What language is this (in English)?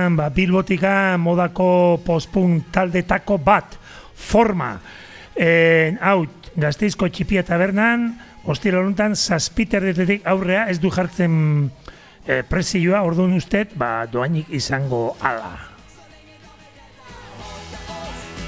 Basque